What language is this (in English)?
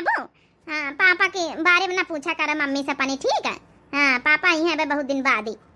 Awadhi